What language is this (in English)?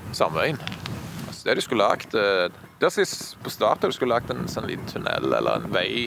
Norwegian